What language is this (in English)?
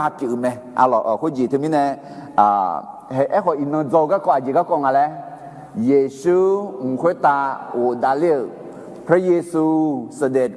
Akha